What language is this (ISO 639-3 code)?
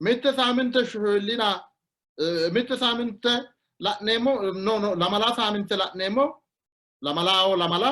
sid